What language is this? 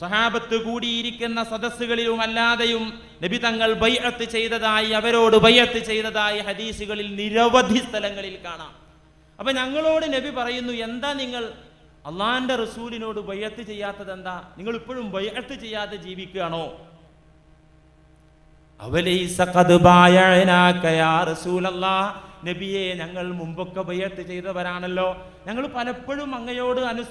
Malayalam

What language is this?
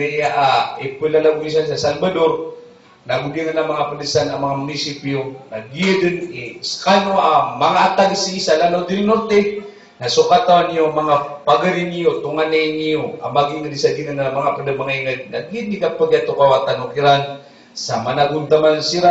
Maranao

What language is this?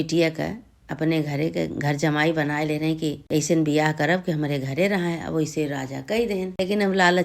Awadhi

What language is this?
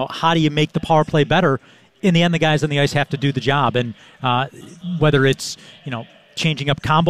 English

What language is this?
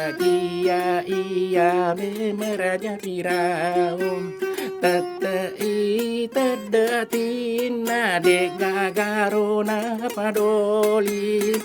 Buginese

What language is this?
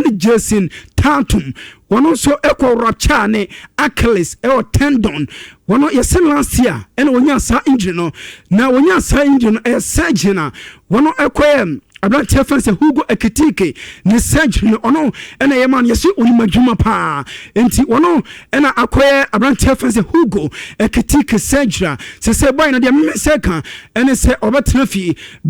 Akan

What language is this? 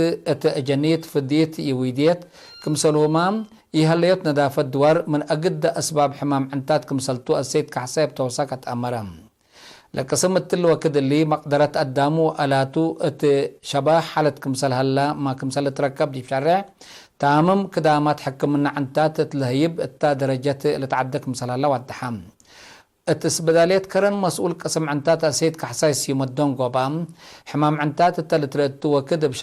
Tigre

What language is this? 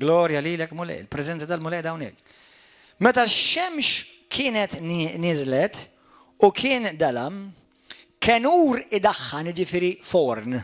Maltese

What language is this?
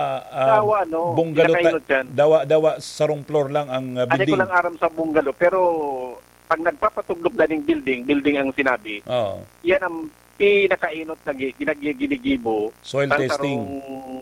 Bikol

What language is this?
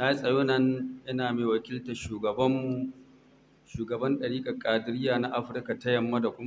Hausa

